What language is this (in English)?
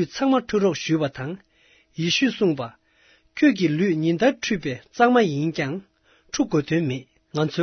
Tibetan